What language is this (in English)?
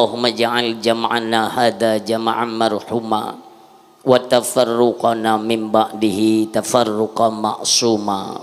Achinese